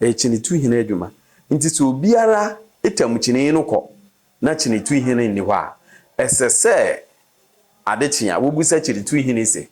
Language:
Akan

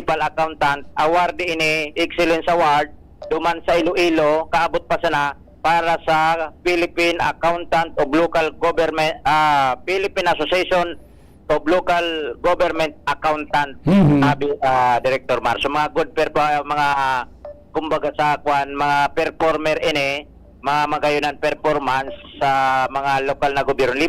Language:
Bikol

